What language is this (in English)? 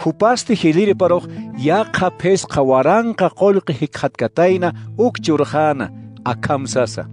Aymara